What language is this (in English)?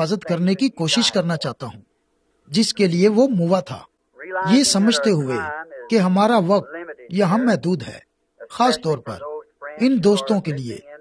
Urdu